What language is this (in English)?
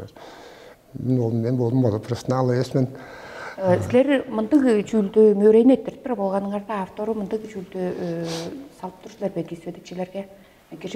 Tuvinian